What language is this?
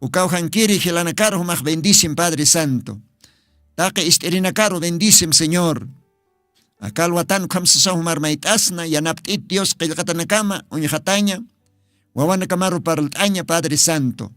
Aymara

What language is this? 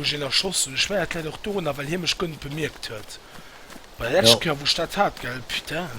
Luxembourgish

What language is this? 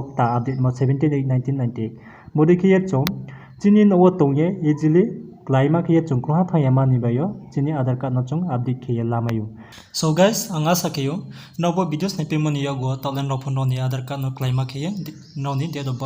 Riang (India)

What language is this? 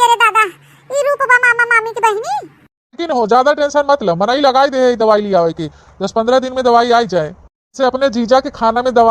Awadhi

